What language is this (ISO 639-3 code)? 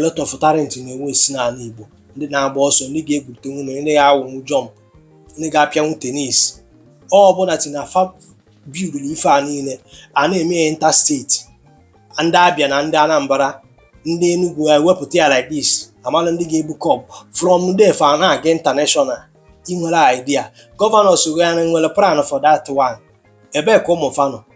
ibo